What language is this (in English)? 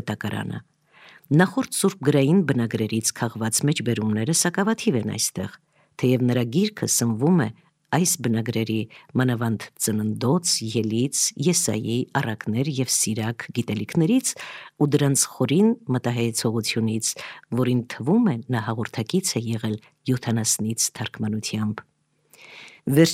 Armenian